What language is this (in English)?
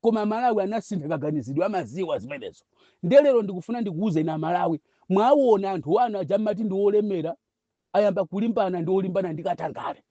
Nyanja